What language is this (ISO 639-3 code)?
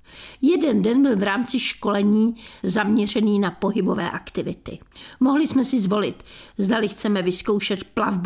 ces